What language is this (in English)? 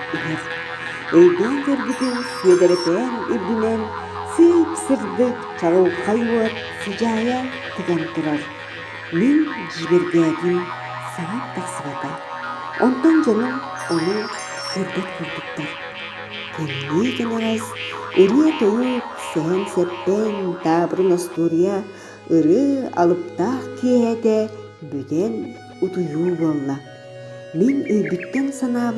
Yakut